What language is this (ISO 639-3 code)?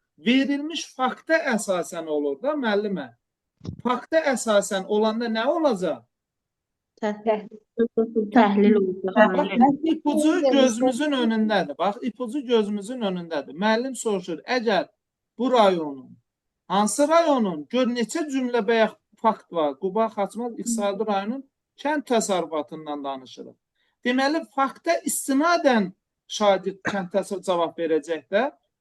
aze